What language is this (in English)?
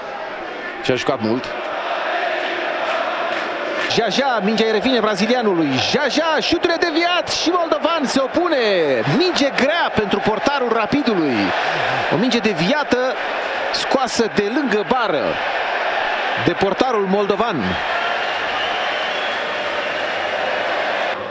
Romanian